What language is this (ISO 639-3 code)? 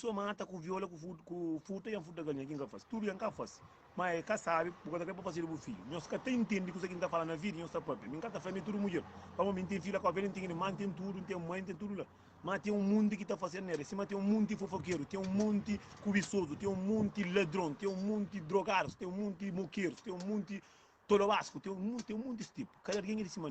kea